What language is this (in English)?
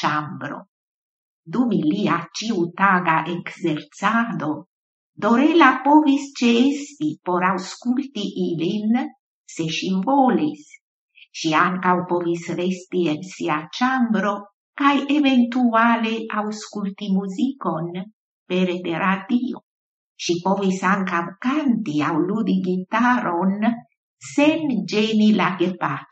Esperanto